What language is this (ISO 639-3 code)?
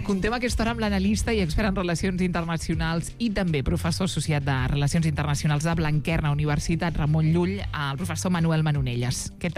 cat